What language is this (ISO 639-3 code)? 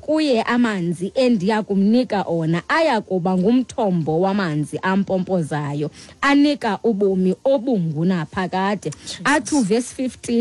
xho